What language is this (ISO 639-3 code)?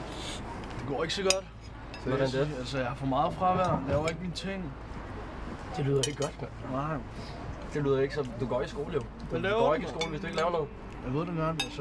dan